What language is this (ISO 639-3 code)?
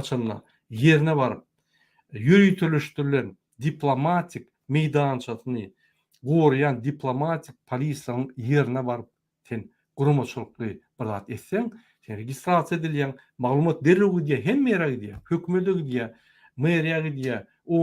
tuk